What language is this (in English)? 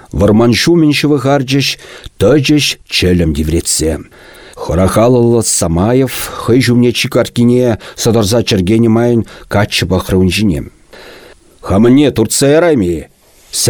Chuvash